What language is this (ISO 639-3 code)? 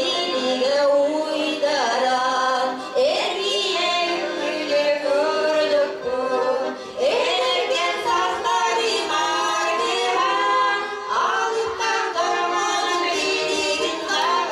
sah